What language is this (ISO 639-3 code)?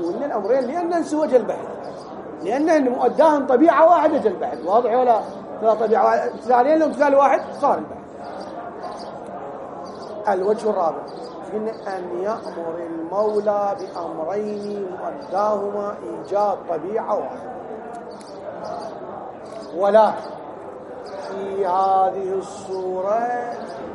ara